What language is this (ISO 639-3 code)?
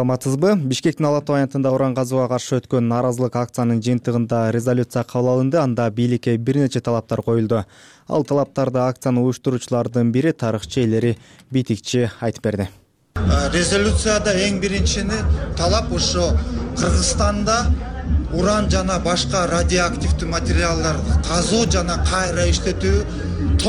kir